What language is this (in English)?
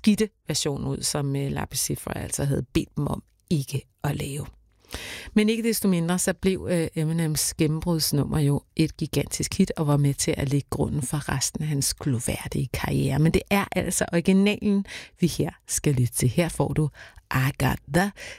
Danish